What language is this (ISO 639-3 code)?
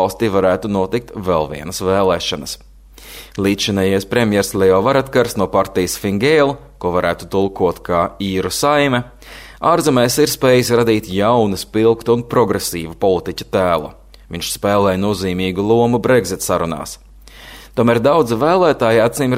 lav